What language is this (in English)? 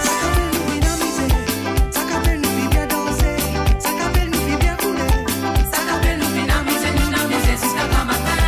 Morisyen